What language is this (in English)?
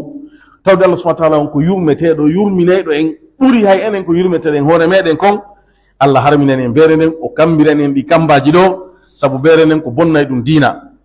Pular